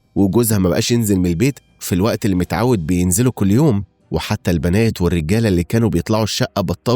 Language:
Egyptian Arabic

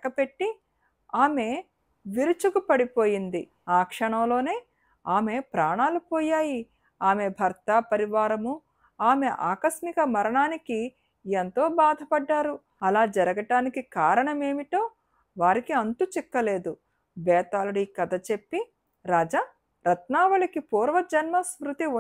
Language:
Telugu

